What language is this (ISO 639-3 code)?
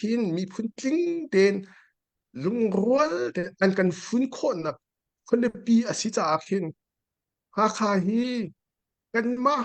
cnh